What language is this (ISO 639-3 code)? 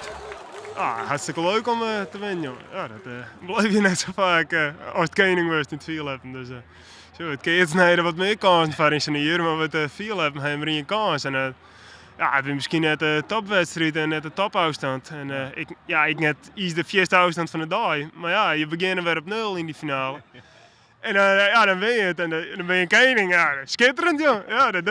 fry